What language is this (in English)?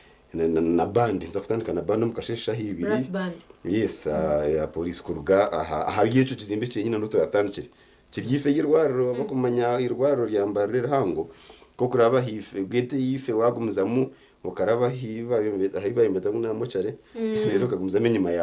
Nyankole